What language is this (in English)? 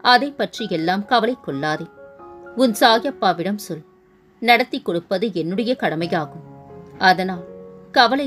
Tamil